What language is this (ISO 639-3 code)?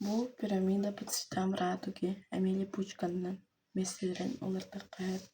sah